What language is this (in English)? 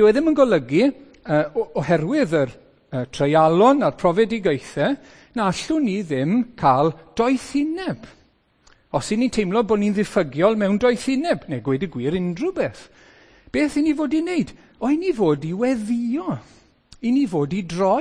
Welsh